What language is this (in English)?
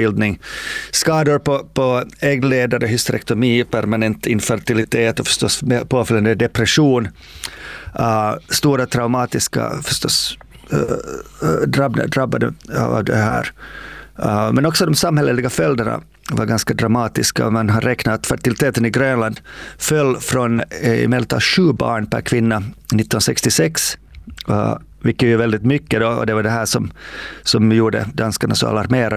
Swedish